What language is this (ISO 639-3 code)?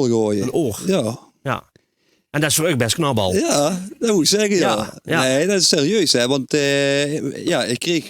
lim